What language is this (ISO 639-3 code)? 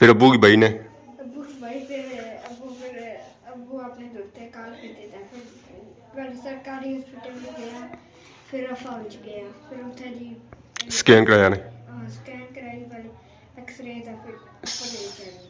phr